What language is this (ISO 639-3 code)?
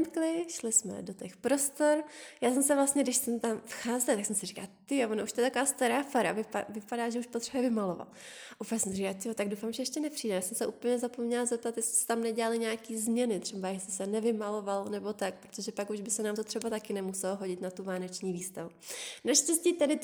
ces